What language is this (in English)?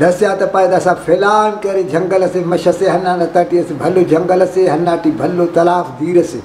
Brahui